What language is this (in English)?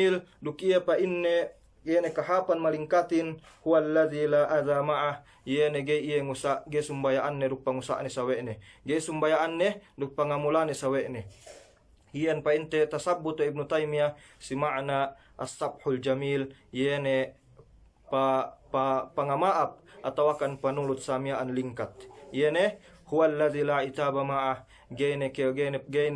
Yakan